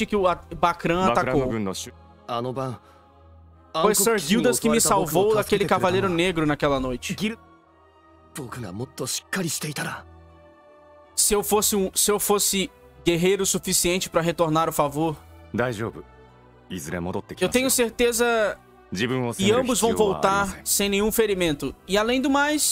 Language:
Portuguese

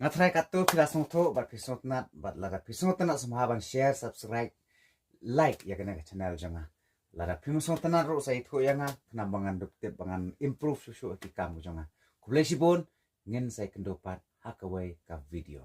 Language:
Khasi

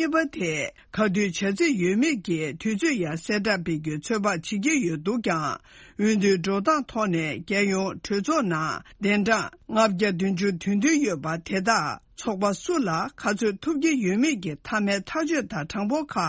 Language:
Tibetan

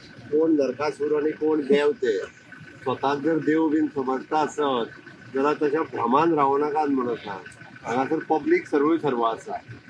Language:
Konkani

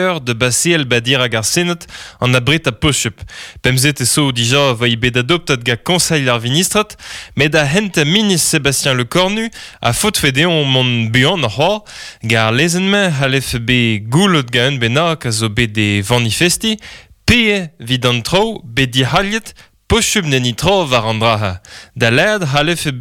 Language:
Breton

